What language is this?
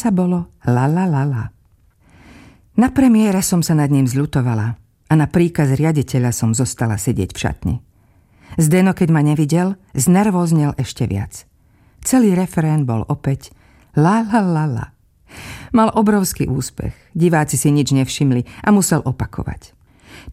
Slovak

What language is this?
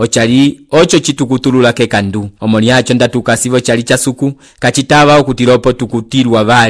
Umbundu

